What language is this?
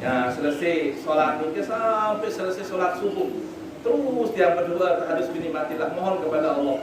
Sasak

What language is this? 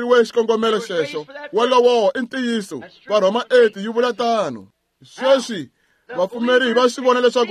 Tsonga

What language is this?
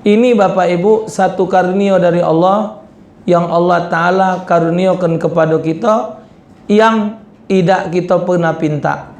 Musi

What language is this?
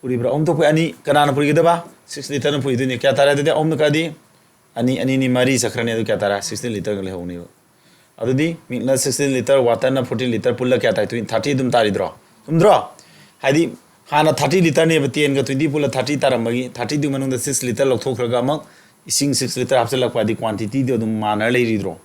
Manipuri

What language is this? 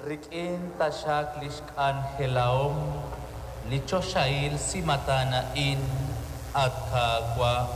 Kekchí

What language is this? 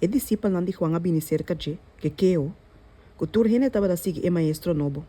Papiamento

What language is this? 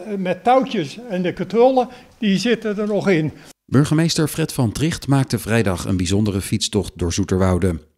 Dutch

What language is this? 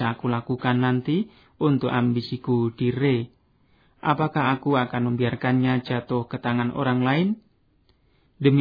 Indonesian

